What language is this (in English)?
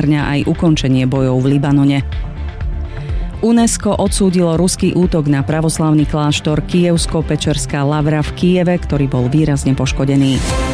Slovak